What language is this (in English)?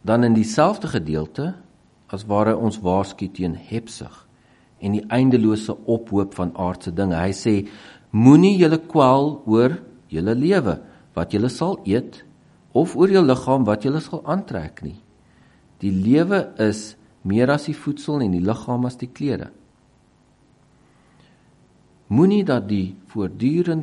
Afrikaans